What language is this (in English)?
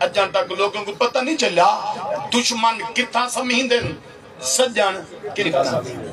Saraiki